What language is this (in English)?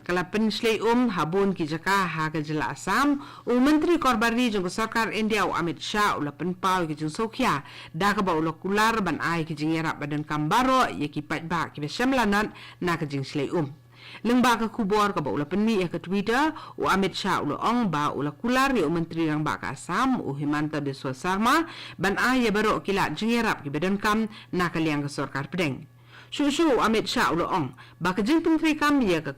Khasi